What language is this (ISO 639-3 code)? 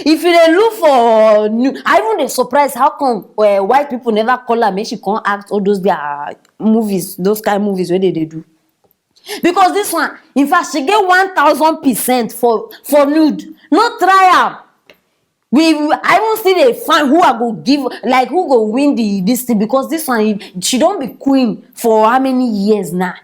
pcm